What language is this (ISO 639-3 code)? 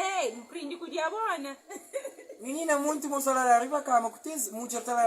kea